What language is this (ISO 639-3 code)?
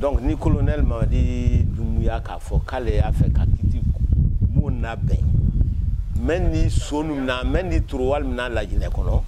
bam